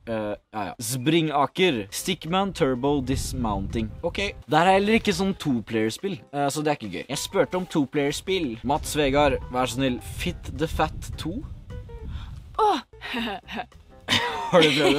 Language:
Norwegian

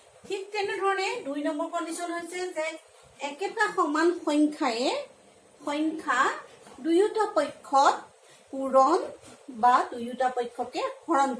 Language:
Assamese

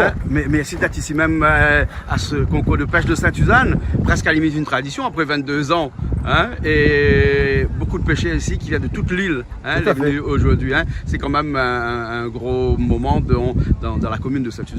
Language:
Réunion Creole French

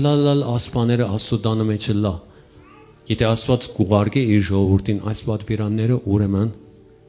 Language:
Western Armenian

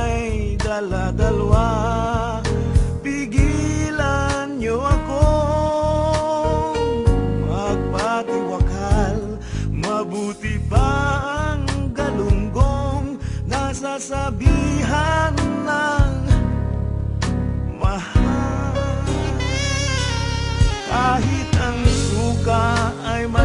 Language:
Filipino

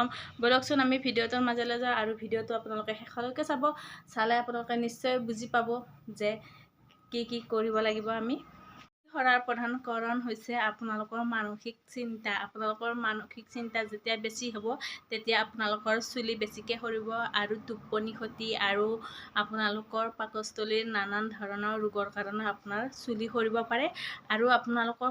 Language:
Assamese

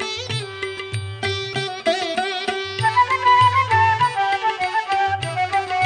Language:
Tamil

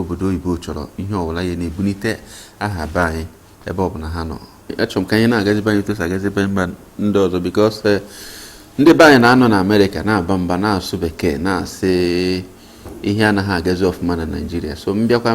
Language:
Igbo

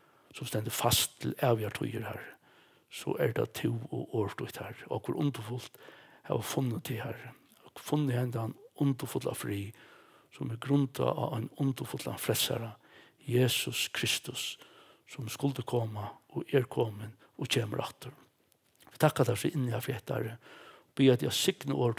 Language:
Faroese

